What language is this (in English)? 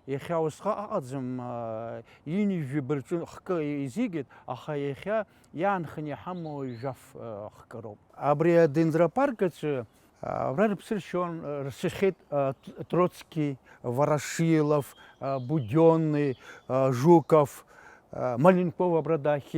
Abkhazian